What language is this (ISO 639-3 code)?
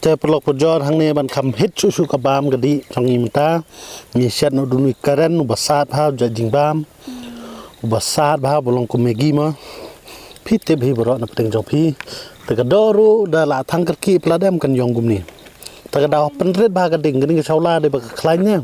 kha